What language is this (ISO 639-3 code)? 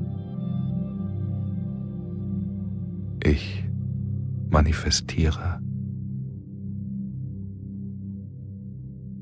deu